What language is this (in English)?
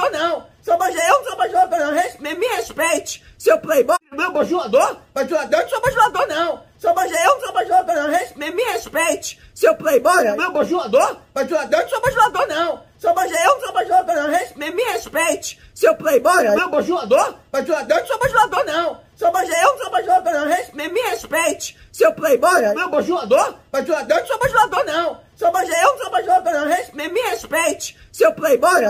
Portuguese